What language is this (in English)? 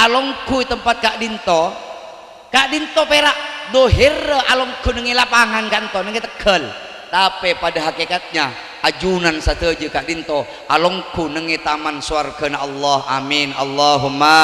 Madurese